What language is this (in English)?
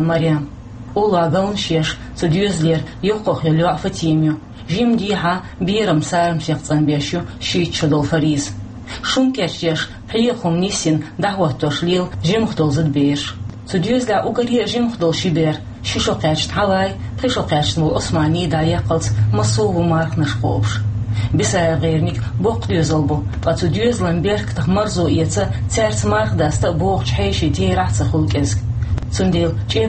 Chechen